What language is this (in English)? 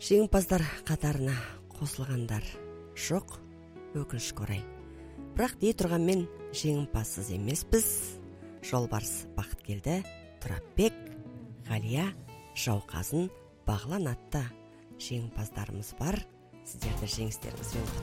Kazakh